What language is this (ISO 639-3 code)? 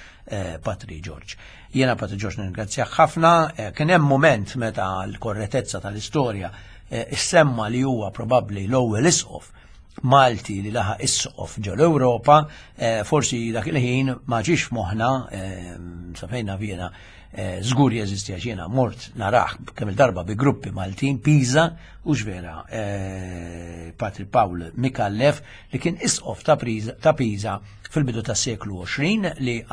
mlt